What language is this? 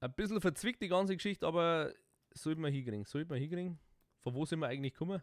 Bavarian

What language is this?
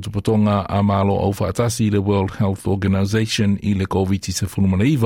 Samoan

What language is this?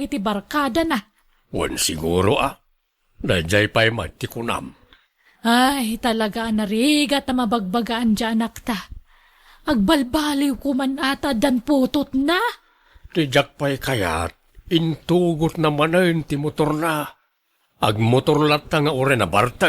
Iloko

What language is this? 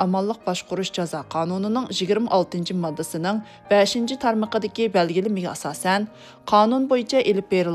Uyghur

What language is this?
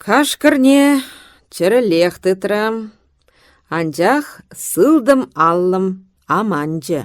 Chuvash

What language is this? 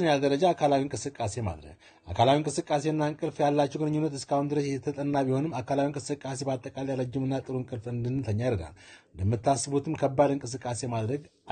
Amharic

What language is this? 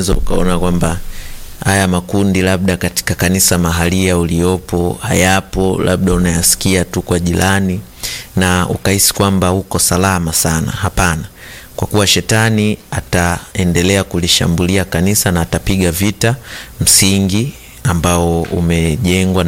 Swahili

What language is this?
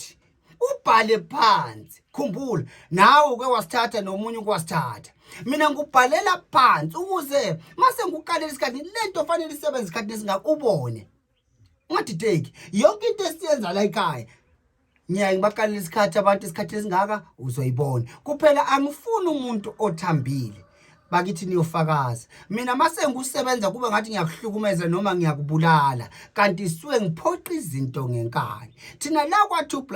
Zulu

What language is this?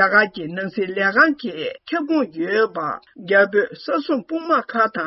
Tibetan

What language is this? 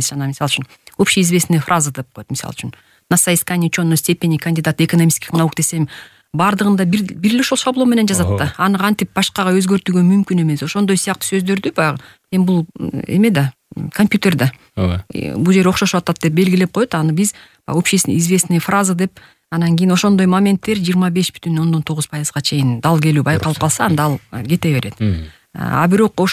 Kyrgyz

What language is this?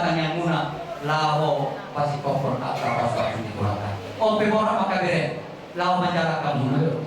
Batak Toba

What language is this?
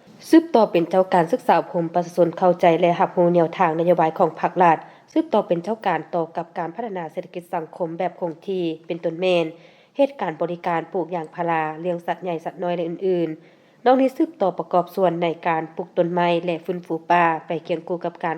Lao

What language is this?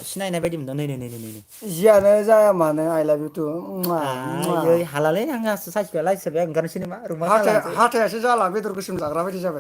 Bodo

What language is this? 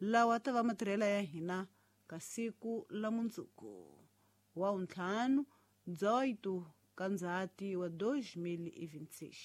Tsonga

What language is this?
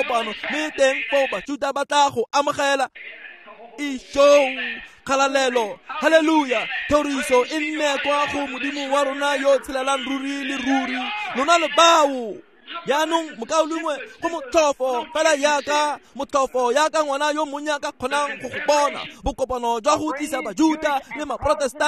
Tswana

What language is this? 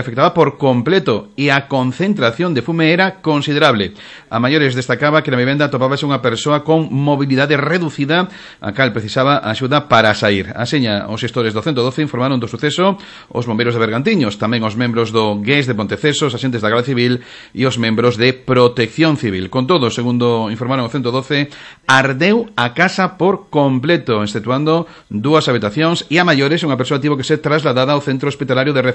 Galician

